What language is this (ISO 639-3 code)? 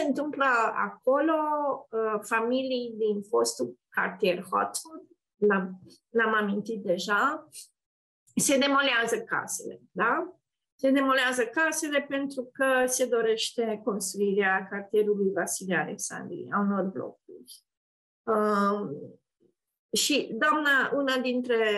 ron